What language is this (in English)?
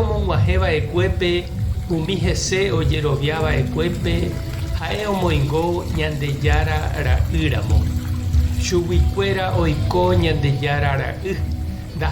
Guarani